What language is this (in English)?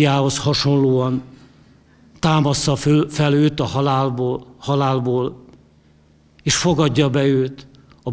Hungarian